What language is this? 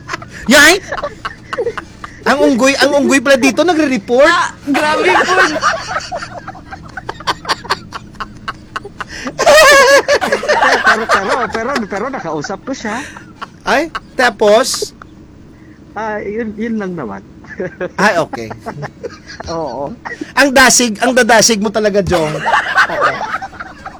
Filipino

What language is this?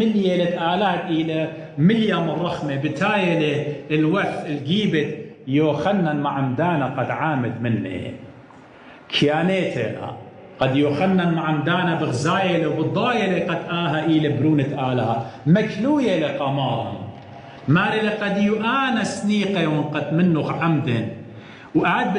Assyrian Neo-Aramaic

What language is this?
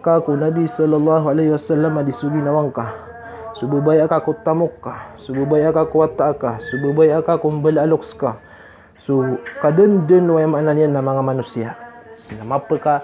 Maranao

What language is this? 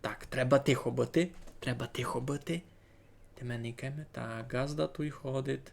Rusyn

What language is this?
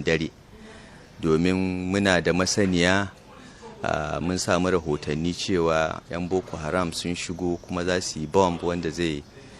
Hausa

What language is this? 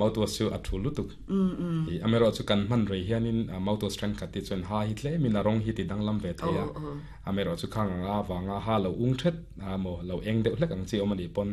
Mizo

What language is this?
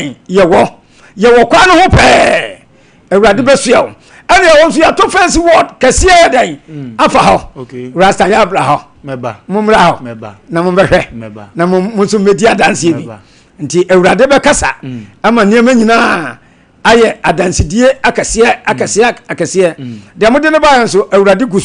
Akan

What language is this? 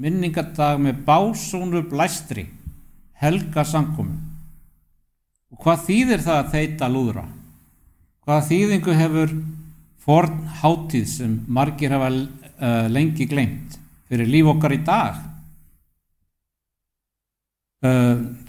Icelandic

